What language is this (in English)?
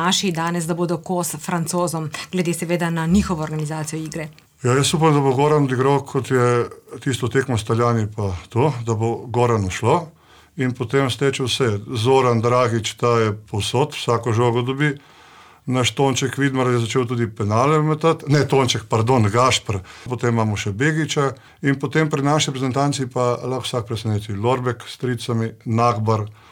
Slovenian